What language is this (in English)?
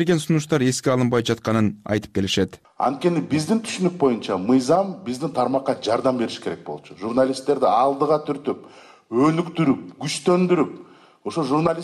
Kyrgyz